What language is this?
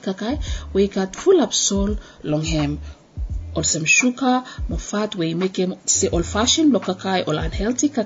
Bislama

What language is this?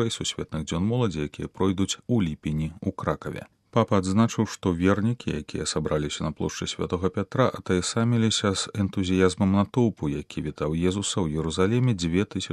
Belarusian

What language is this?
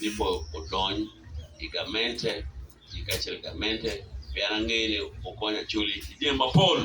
Acoli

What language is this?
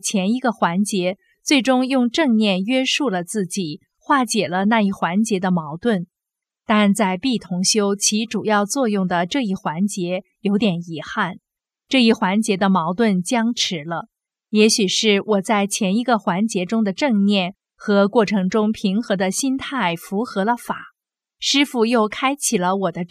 Chinese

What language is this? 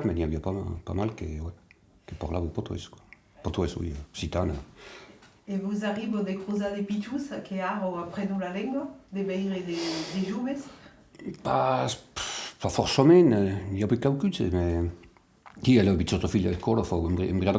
Occitan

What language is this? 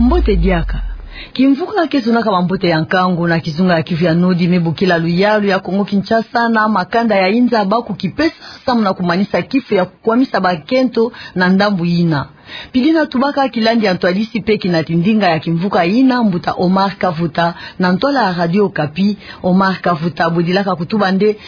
Kituba (Democratic Republic of Congo)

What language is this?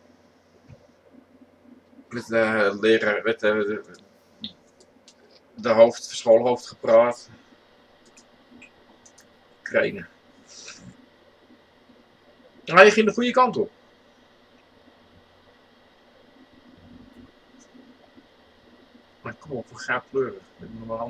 Dutch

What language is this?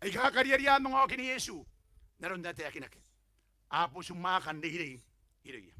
Gilbertese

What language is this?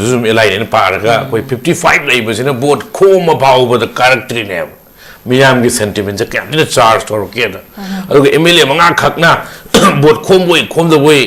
Manipuri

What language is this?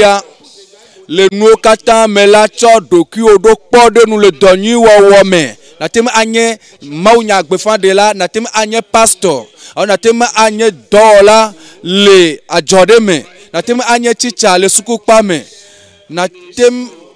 Ewe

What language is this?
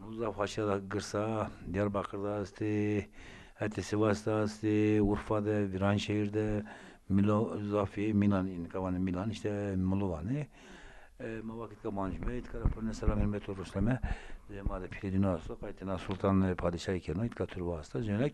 Zaza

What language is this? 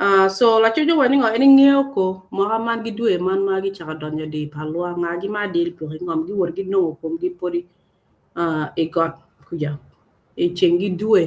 Acoli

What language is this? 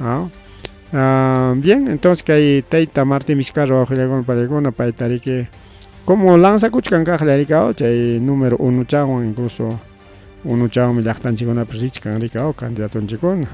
Ayacucho Quechua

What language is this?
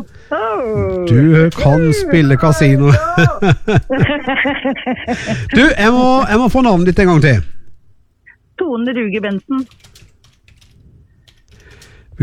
Norwegian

